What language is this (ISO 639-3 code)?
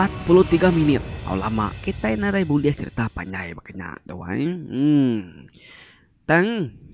iba